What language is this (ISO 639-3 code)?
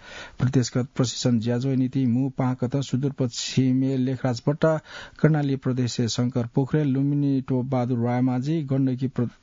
new